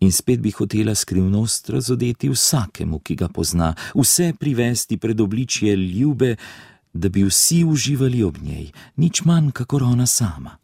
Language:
Slovenian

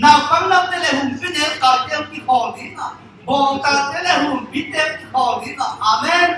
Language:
Tedim Chin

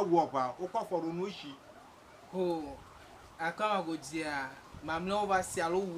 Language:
Ewe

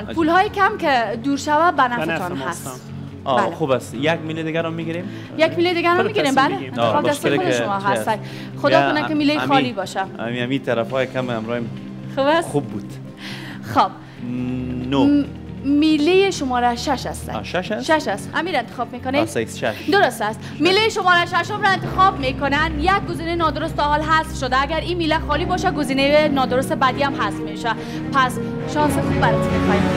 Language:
Persian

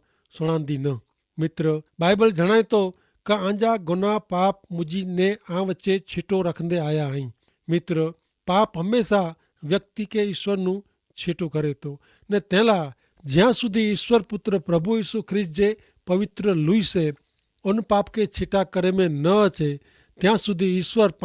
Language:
Kachhi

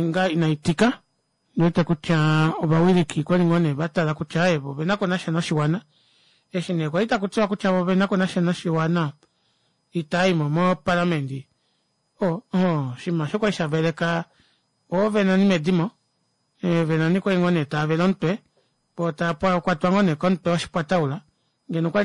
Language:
Kuanyama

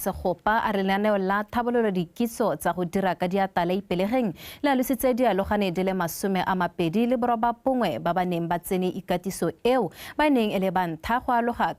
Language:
Tswana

